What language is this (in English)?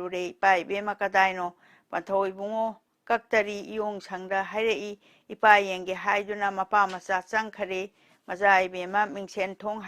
Manipuri